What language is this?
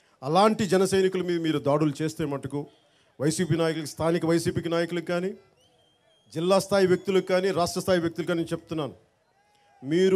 Telugu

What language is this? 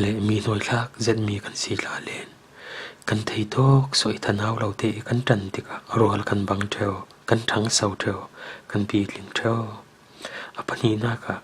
Falam Chin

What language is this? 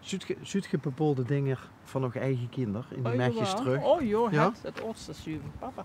Limburgish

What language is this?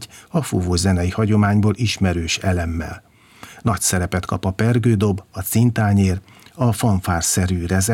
Hungarian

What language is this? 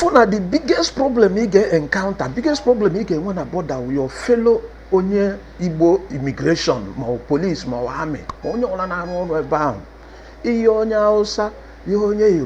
Igbo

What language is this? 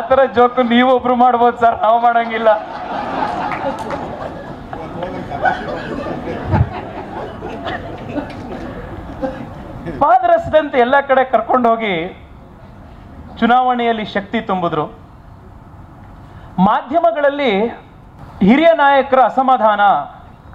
Kannada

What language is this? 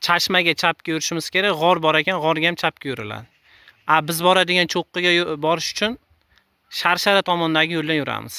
Uzbek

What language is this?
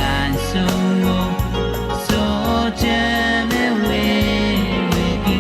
Pohnpeian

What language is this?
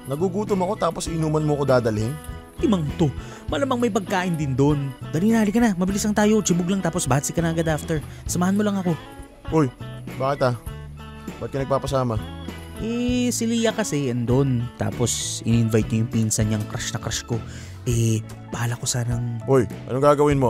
Filipino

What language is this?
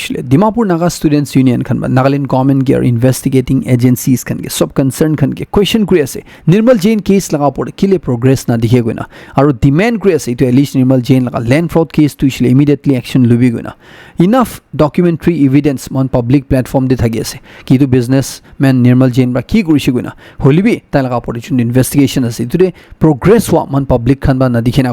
Naga Pidgin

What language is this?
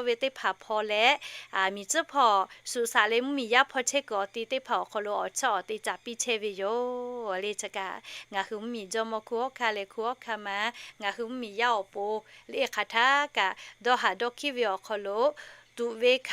Lahu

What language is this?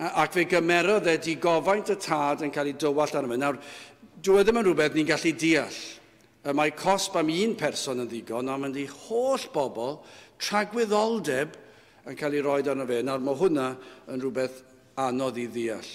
Welsh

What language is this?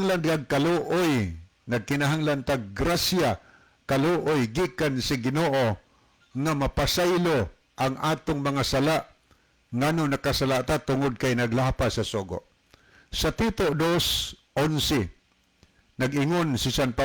Cebuano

